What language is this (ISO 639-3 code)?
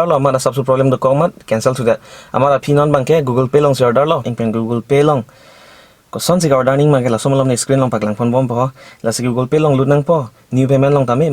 mjw